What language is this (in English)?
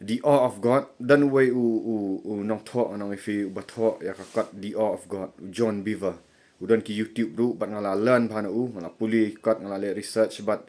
Khasi